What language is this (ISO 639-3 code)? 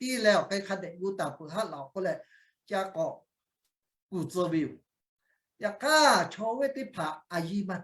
lhu